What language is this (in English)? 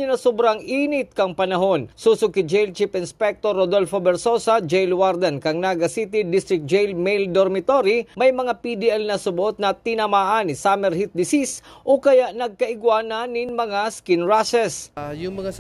Bikol